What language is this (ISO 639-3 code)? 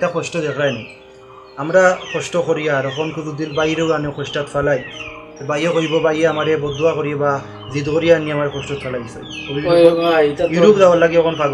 syl